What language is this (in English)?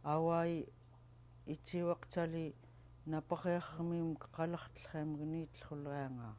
Central Yupik